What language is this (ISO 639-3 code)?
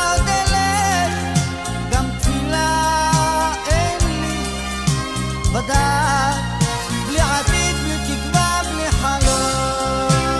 heb